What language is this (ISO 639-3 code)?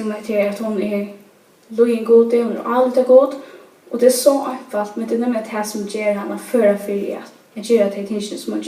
fao